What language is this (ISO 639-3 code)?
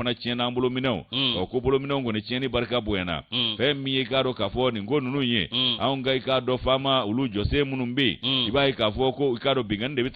bam